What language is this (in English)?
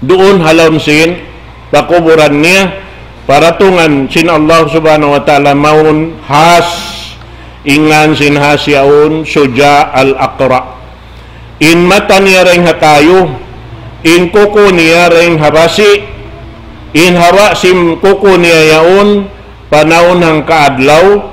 Tausug